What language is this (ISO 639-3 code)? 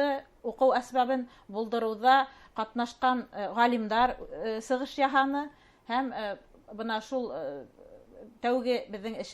bak